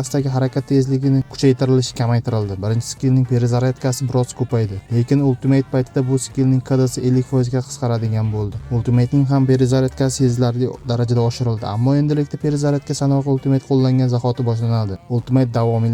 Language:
Uzbek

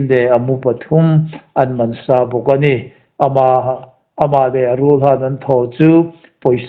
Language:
Hmar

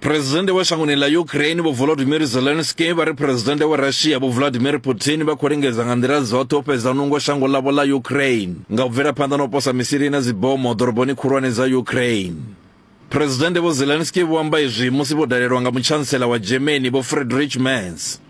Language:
Venda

